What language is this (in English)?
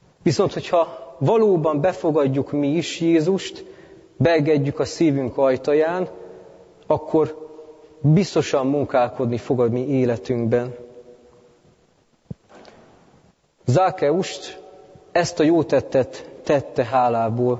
Hungarian